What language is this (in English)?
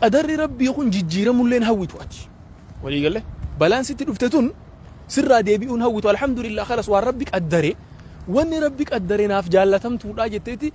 Oromo